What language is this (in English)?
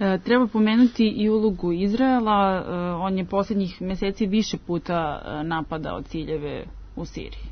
Serbian